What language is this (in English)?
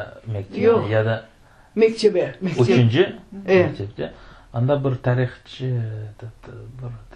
Crimean Tatar